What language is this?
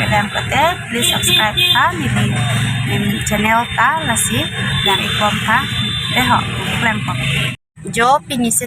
Karbi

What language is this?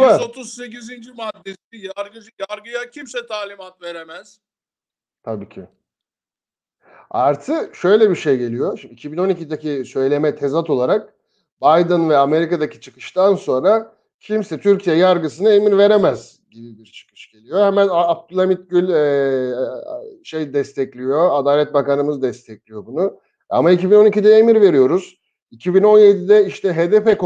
Turkish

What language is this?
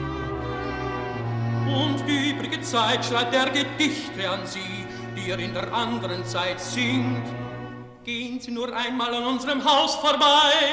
German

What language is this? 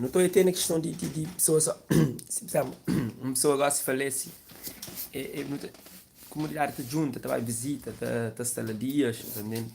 Kabuverdianu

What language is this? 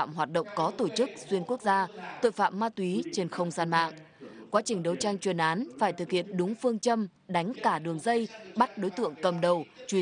Vietnamese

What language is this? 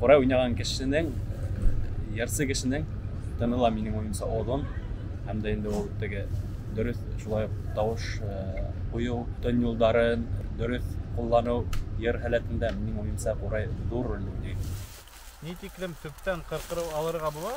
Bashkir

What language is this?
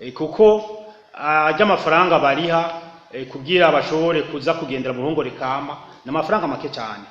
Rundi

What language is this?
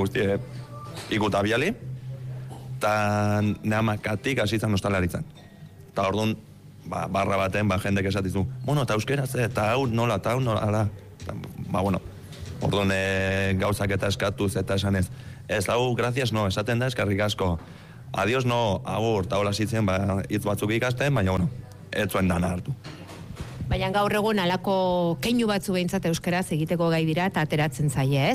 Basque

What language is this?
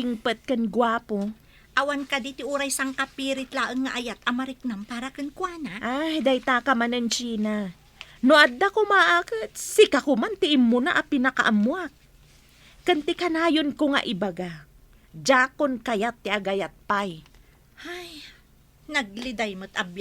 Iloko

